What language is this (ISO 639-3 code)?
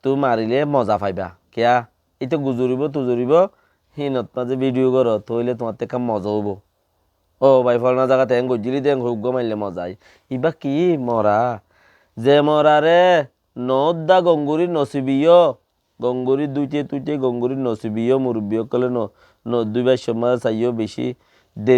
rhg